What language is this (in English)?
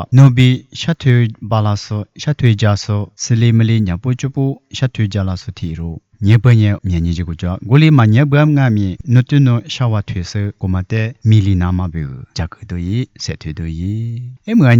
Lisu